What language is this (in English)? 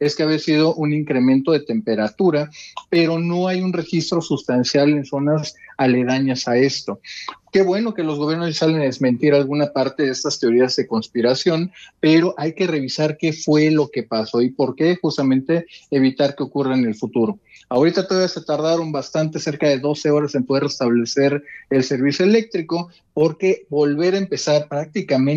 Spanish